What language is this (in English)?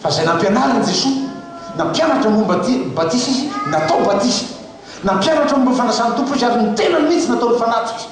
Malagasy